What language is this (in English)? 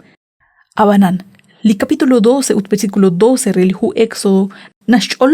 Kekchí